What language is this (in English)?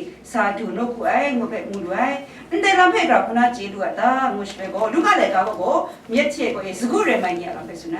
Kachin